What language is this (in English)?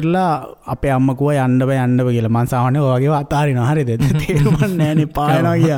Sinhala